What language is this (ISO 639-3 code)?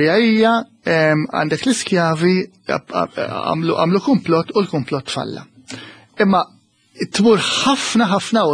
mlt